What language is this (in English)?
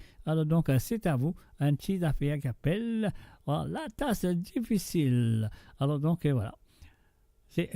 Morisyen